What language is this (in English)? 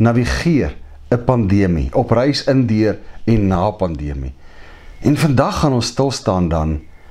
Afrikaans